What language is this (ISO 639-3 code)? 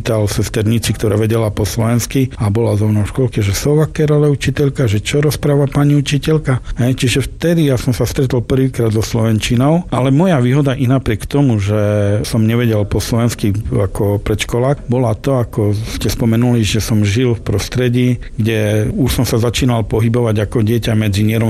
slk